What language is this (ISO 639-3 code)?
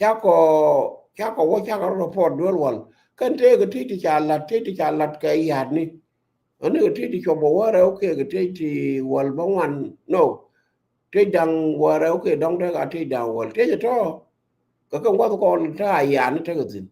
nus